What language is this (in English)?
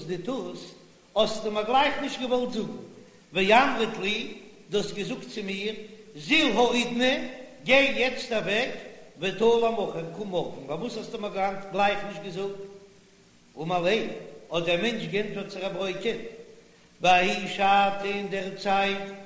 Yiddish